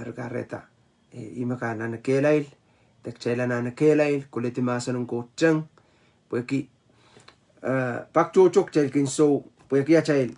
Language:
Pohnpeian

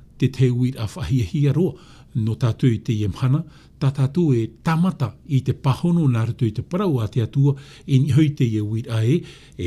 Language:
Tahitian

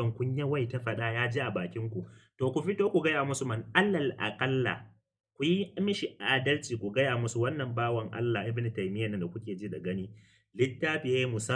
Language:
Hausa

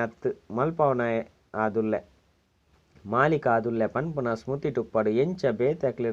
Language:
Tulu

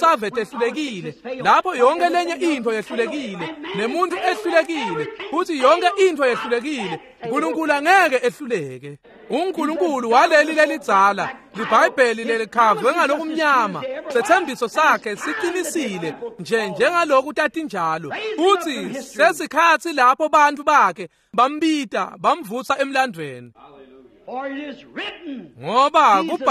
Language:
Swati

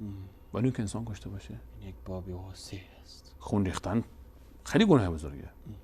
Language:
Persian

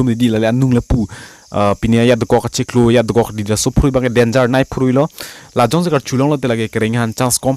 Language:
Karbi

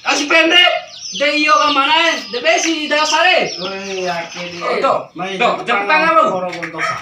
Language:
Bima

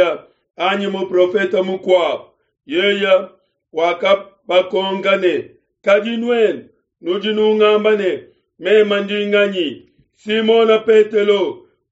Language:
Luba-Lulua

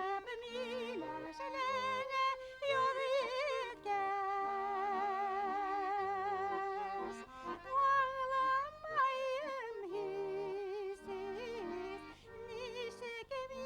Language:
Bashkir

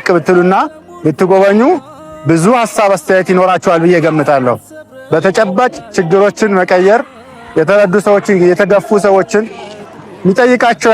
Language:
Amharic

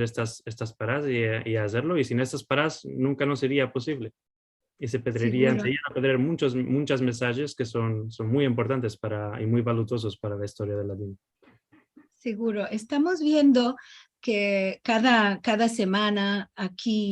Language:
Ladino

